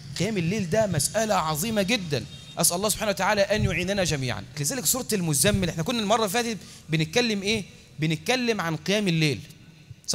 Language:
Egyptian Arabic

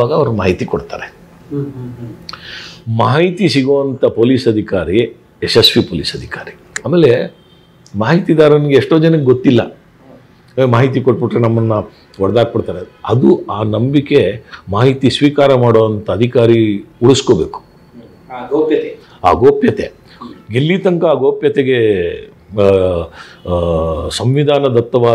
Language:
Kannada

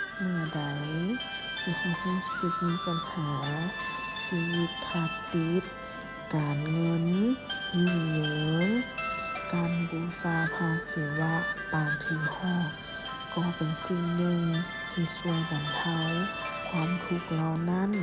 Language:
Lao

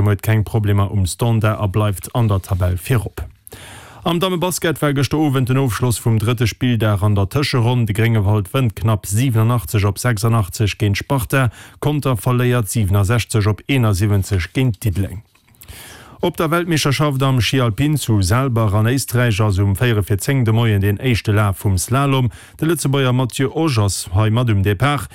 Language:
Luxembourgish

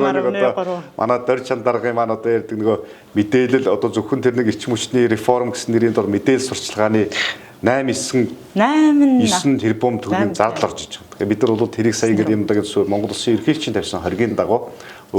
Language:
Mongolian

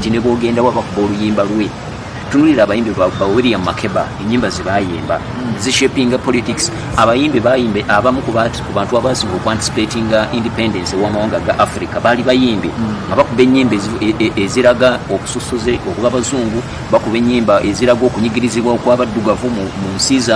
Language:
Ganda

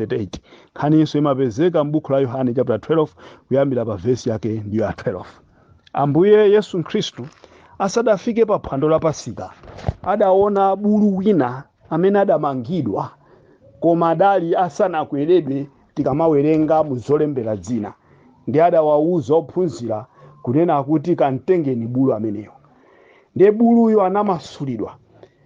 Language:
Nyanja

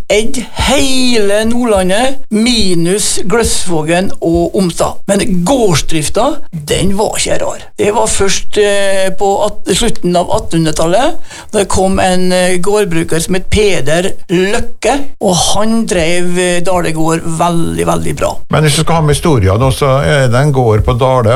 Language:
Norwegian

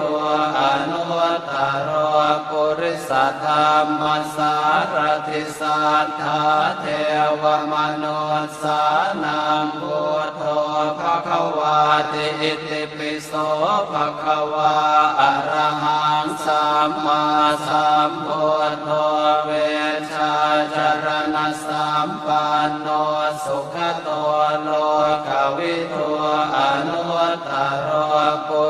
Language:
Pali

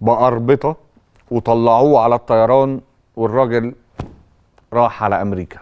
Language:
Egyptian Arabic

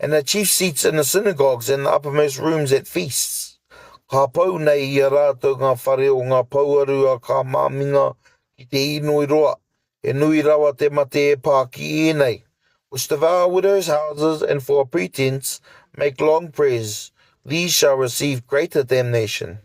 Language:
Māori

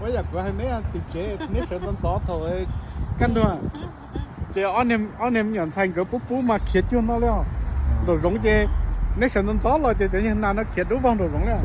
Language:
Hmong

